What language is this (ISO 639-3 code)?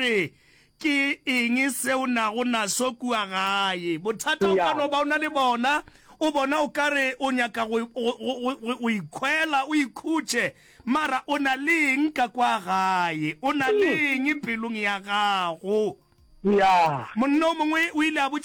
nso